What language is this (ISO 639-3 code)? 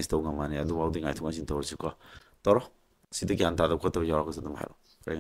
mni